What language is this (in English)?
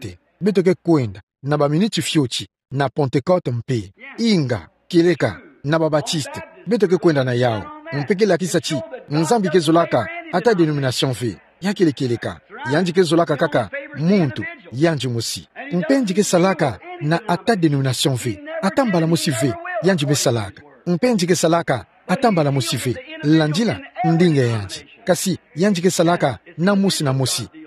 Kituba (Democratic Republic of Congo)